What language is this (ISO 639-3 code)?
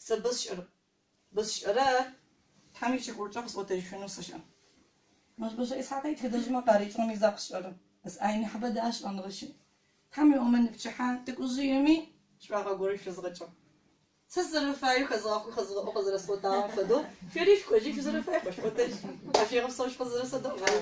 ady